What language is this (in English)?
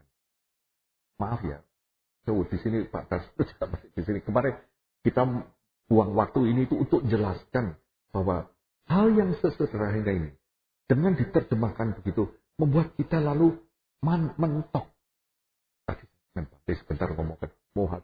Indonesian